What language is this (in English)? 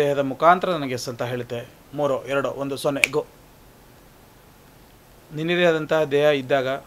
Kannada